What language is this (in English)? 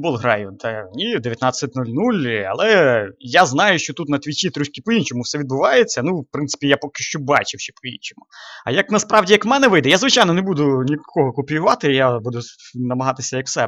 Ukrainian